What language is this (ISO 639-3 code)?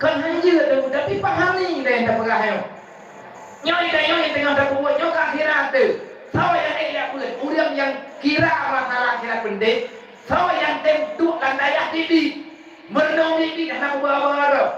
ace